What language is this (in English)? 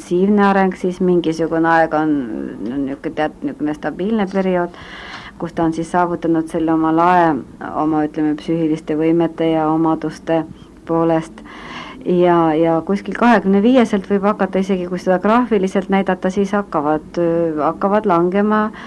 Estonian